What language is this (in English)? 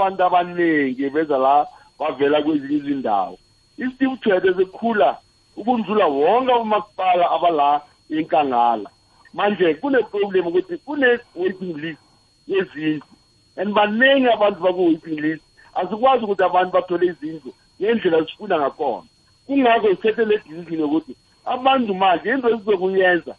South Ndebele